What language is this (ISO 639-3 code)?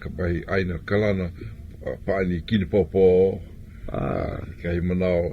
haw